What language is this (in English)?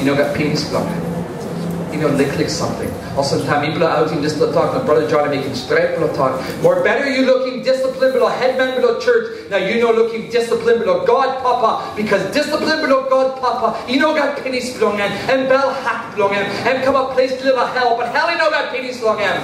Tok Pisin